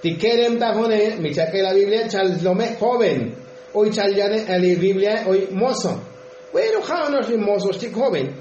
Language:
Tzotzil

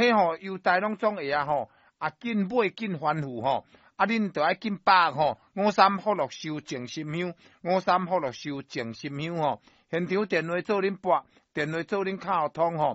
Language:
Min Nan Chinese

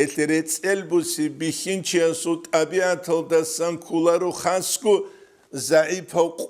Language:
Avaric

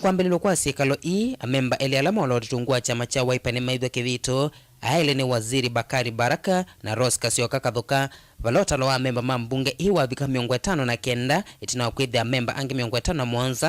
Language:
Kamba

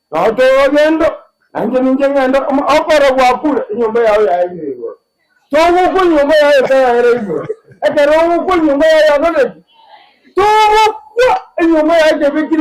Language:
Gusii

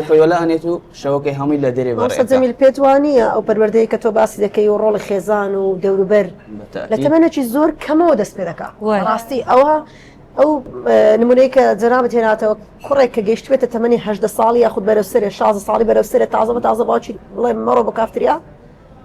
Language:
Central Kurdish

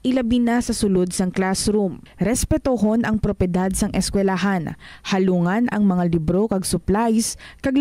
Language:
Hiligaynon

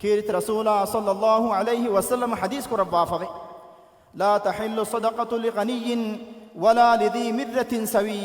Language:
Divehi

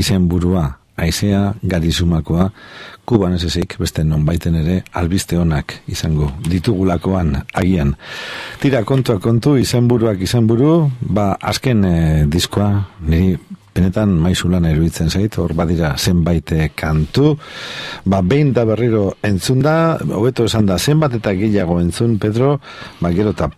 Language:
Basque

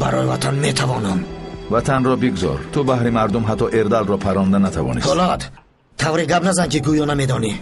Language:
Tajik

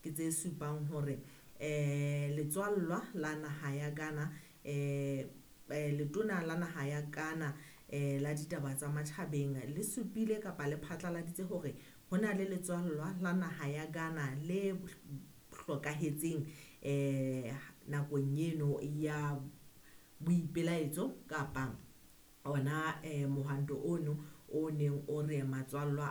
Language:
Southern Sotho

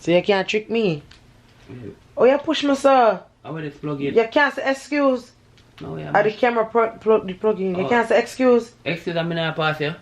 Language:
Jamaican Creole English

